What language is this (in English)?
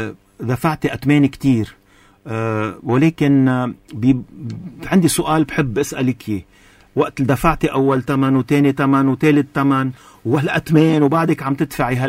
North Levantine Arabic